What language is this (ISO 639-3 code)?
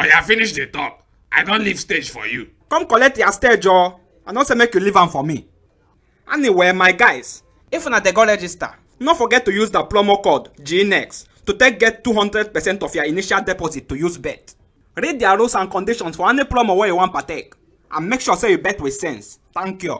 pcm